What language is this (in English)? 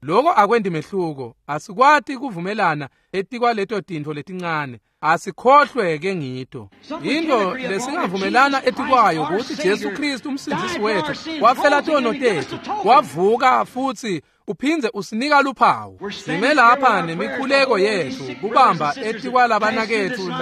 Swati